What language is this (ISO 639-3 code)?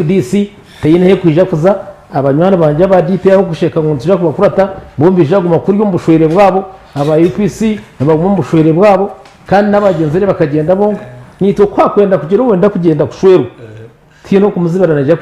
nyn